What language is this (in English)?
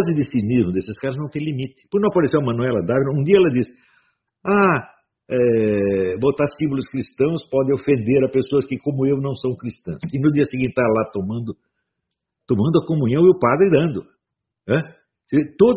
Portuguese